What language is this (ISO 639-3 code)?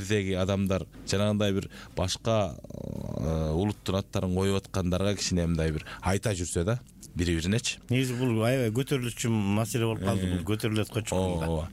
kir